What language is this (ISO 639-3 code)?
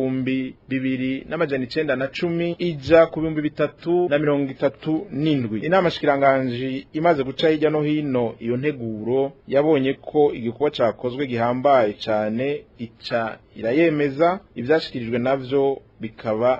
run